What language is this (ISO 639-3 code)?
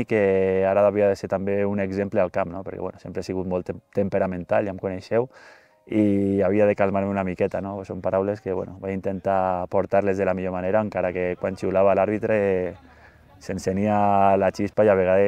cat